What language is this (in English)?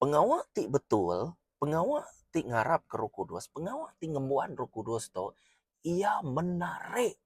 Iban